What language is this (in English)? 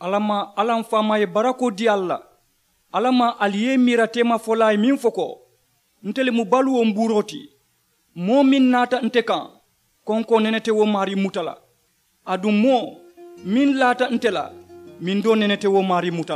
Mandingo